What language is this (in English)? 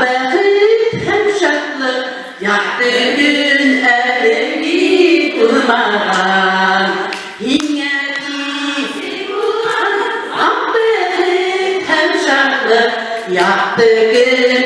Bashkir